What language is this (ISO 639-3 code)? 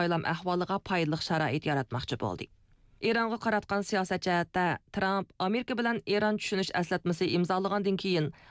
uig